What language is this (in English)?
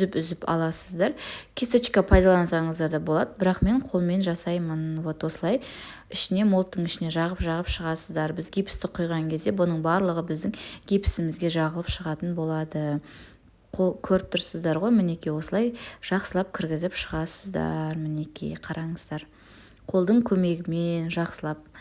Kazakh